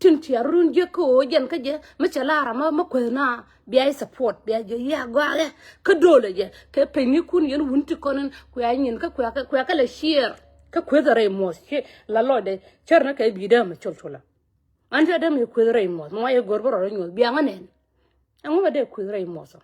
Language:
Nuer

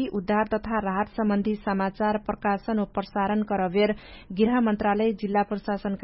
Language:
Dangaura Tharu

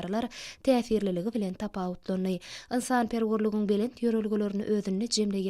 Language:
Turkmen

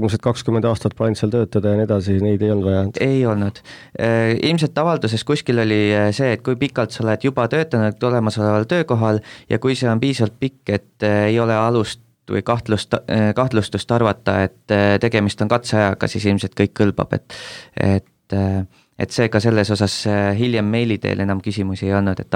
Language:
Estonian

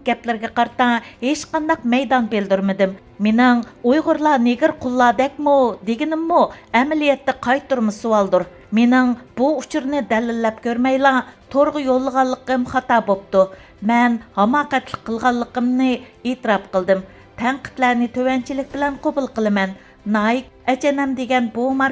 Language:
Uyghur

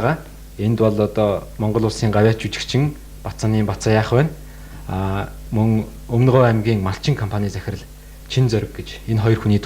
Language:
Mongolian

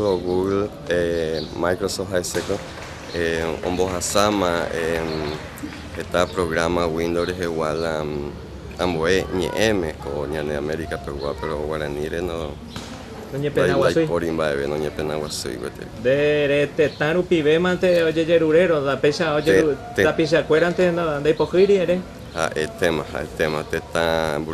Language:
Guarani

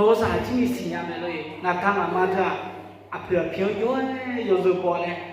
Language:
Akha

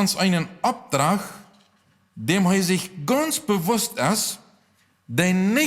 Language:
Plautdietsch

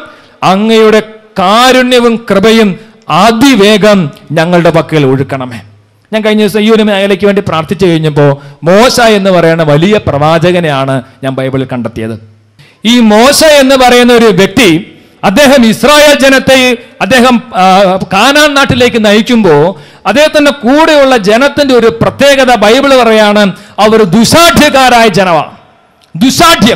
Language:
Malayalam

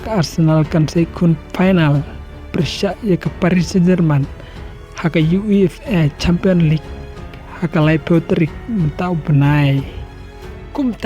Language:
Khasi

